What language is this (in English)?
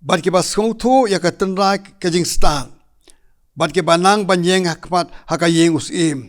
Khasi